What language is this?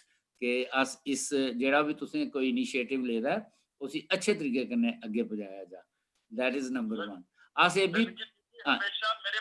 Dogri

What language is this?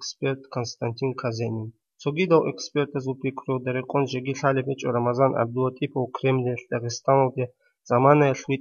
Avaric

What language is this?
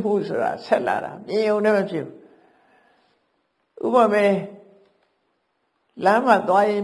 Burmese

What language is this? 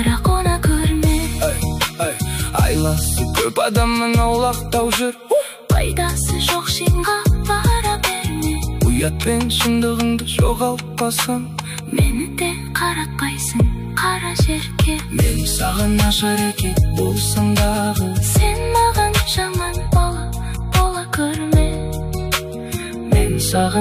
Kazakh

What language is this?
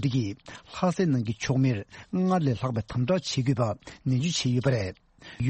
Tibetan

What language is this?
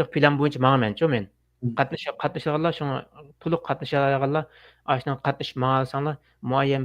Uyghur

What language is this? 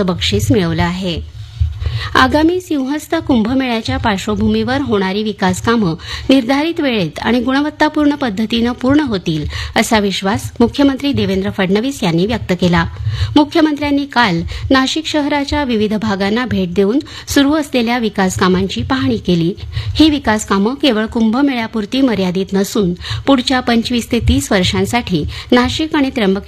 Marathi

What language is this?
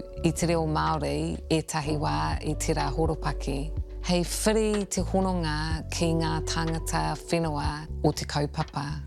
Māori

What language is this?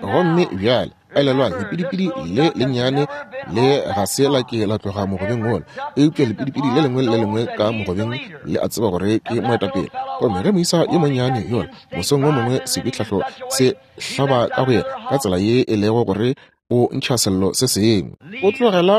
Northern Sotho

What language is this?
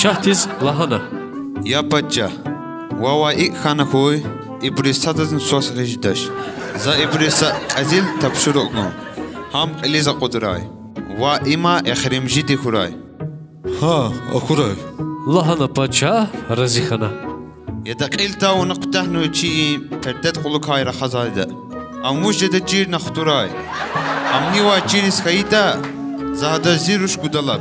Lezghian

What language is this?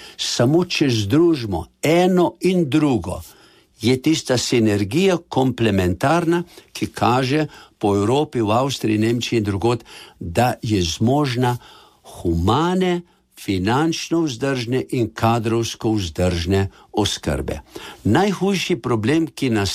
Slovenian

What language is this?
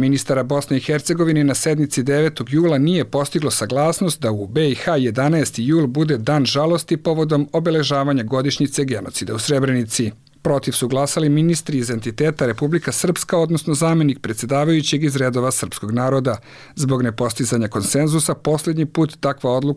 Bosnian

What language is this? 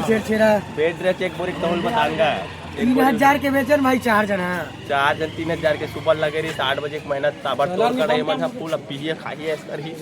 Chhattisgarhi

